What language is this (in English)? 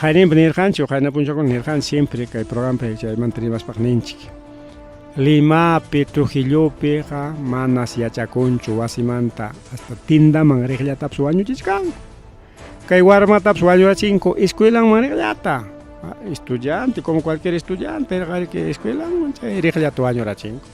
Ayacucho Quechua